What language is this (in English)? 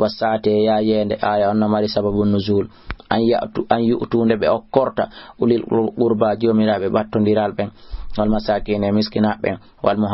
Fula